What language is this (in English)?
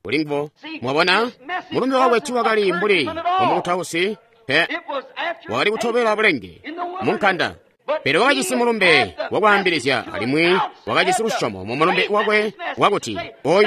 Tonga (Zambia)